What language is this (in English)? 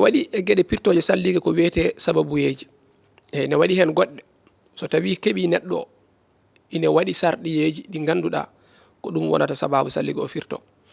Fula